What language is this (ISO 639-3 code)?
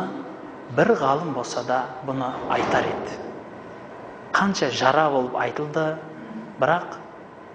kaz